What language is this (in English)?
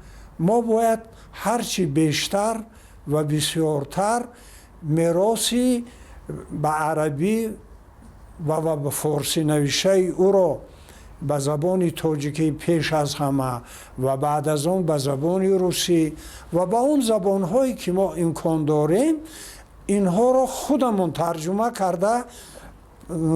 Tajik